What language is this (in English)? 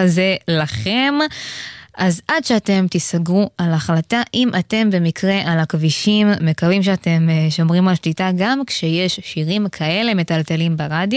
Hebrew